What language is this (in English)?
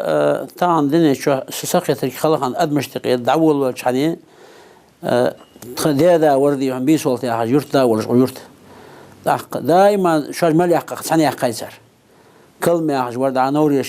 Ingush